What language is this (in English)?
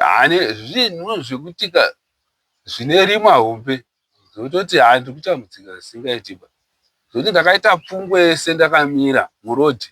Shona